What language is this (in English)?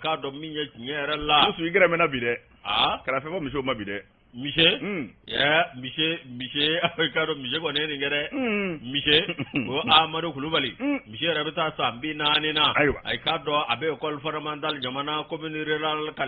Bambara